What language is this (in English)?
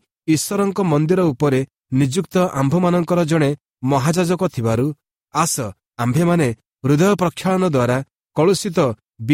Odia